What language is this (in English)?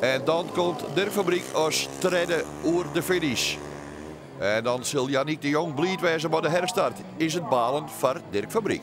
Western Frisian